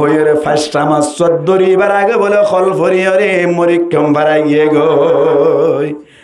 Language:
Rohingya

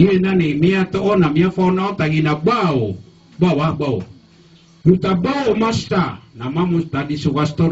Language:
Maranao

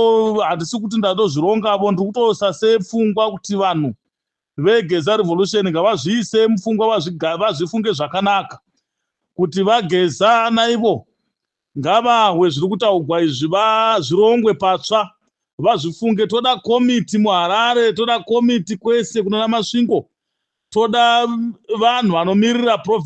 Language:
Shona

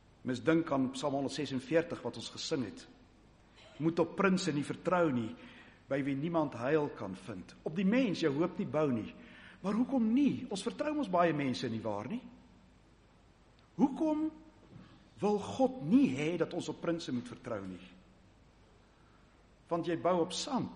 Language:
Afrikaans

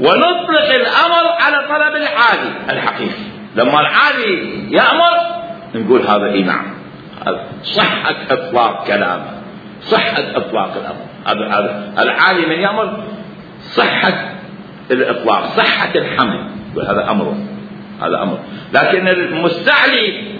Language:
Mesopotamian Arabic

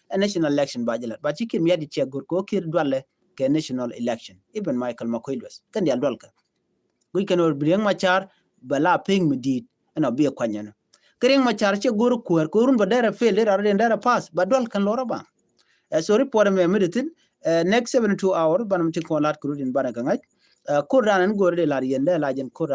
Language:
Nuer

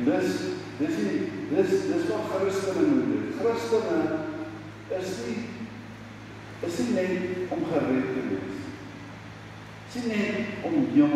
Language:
Afrikaans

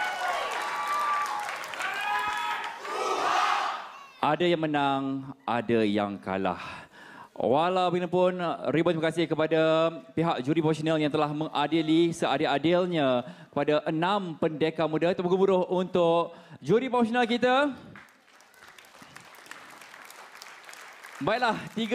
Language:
Malay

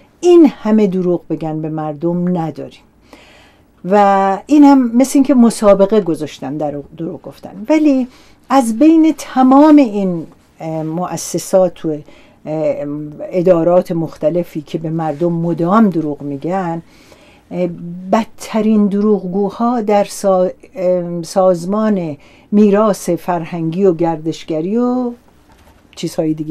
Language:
Persian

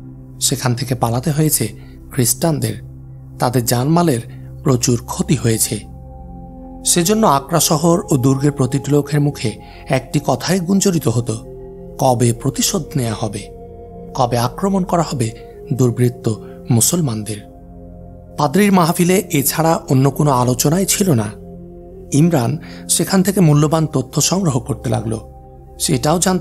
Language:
Bangla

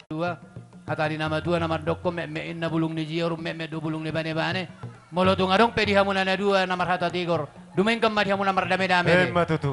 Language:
Batak Toba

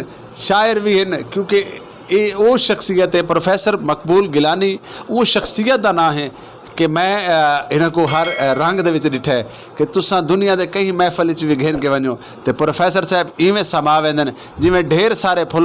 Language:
Saraiki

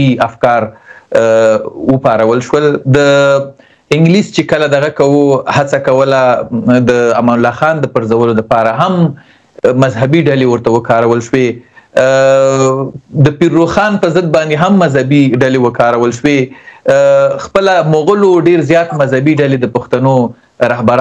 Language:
Pashto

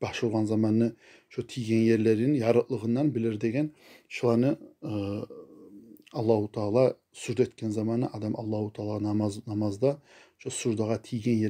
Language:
Kumyk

